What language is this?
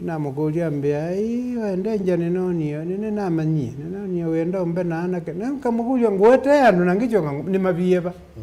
Kamba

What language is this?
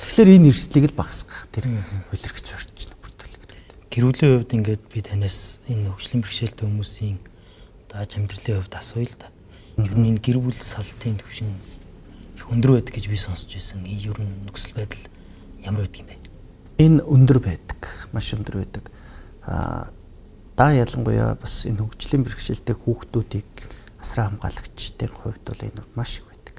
Mongolian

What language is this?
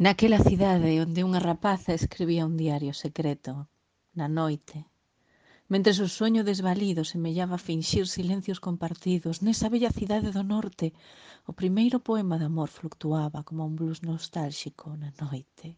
Galician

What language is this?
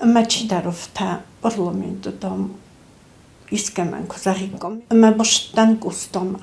Ossetic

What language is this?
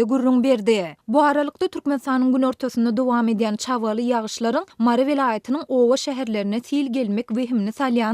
Turkmen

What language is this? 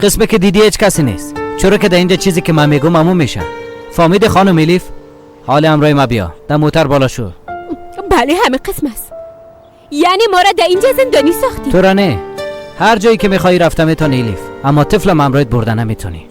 Persian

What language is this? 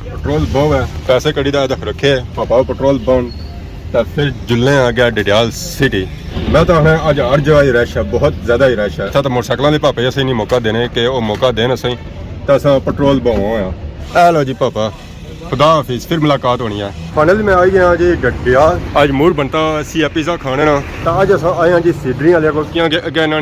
Pahari-Potwari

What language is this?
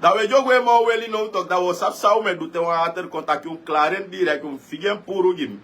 Sranan Tongo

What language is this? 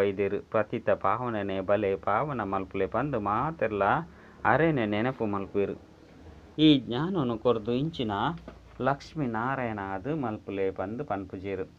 Tulu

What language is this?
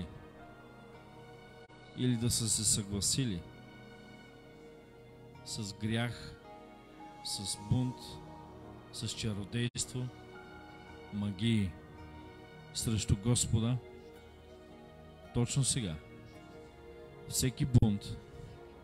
Bulgarian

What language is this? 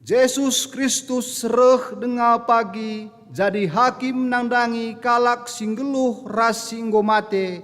Batak Karo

